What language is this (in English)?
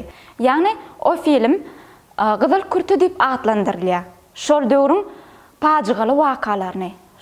Turkmen